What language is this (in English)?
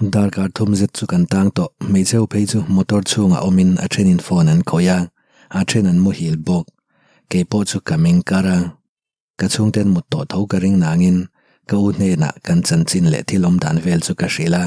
Mizo